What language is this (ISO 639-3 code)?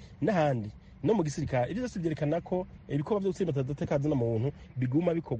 kin